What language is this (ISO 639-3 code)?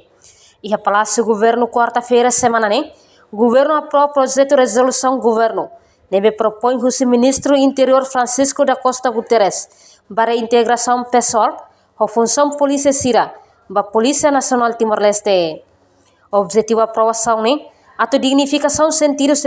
tet